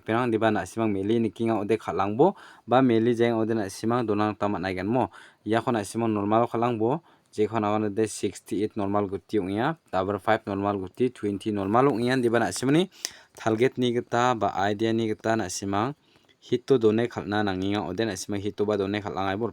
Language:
Garo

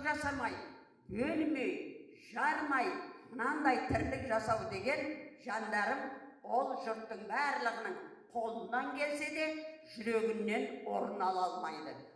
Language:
Kazakh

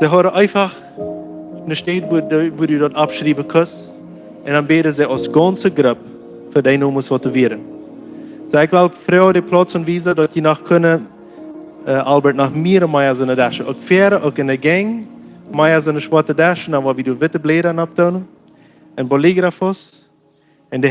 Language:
Plautdietsch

